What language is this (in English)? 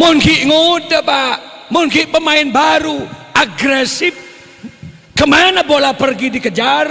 Madurese